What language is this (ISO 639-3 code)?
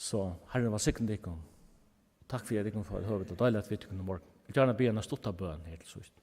fao